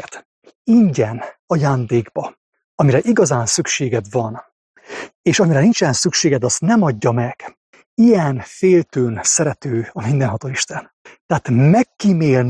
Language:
Hungarian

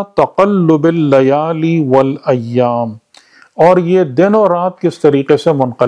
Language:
Urdu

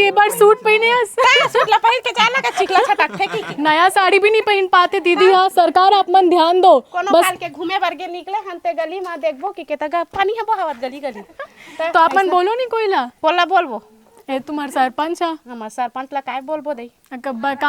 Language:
Chhattisgarhi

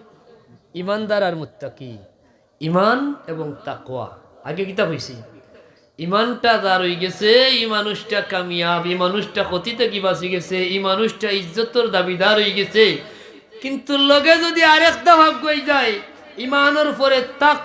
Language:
Sylheti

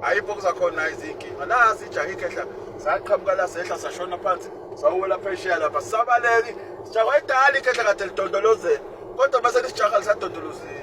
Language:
Zulu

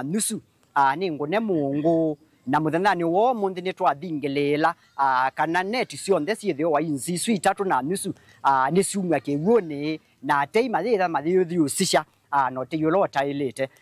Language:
Kamba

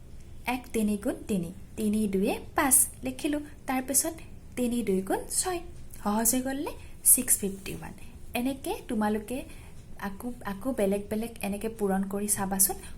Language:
Assamese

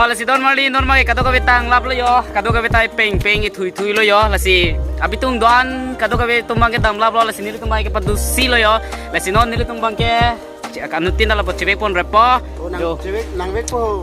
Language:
Karbi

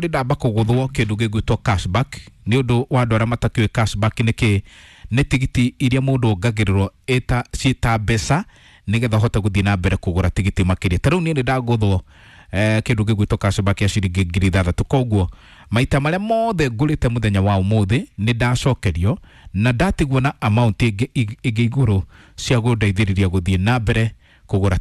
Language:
Kikuyu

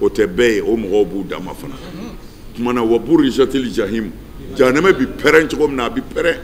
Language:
Bambara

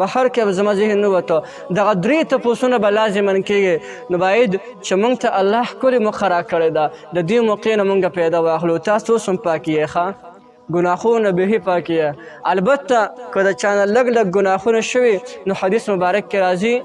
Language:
Pashto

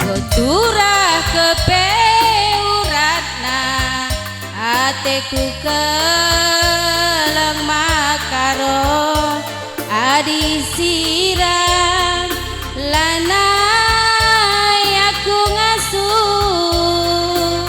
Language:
Batak Karo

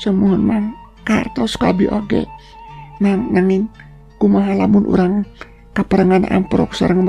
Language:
Sundanese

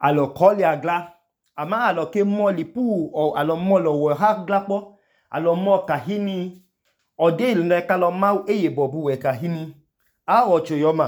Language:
Idoma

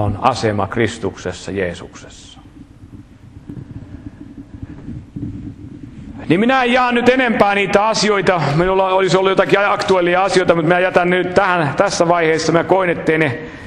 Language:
Finnish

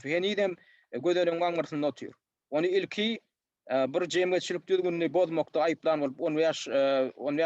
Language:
Turkmen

